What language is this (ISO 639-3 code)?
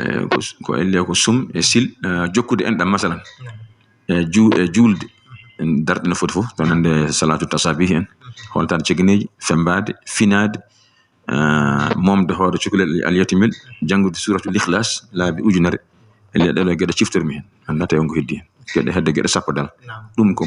ful